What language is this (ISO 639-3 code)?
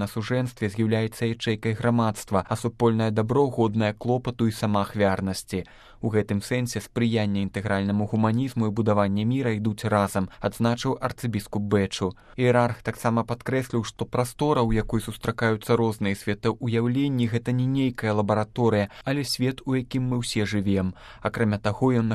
bel